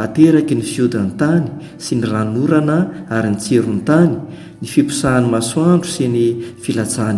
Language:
Malagasy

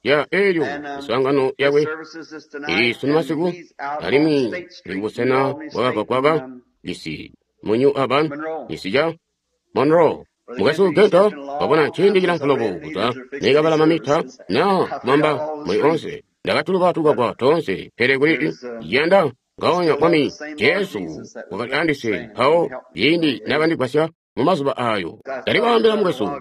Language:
Tonga (Zambia)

